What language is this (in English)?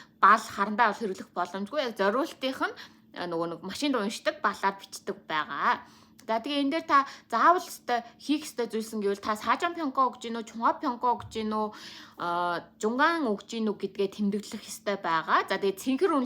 Mongolian